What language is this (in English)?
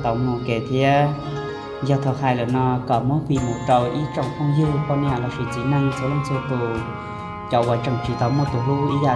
Hmong